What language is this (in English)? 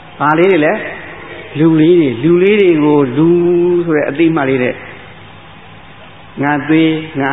Burmese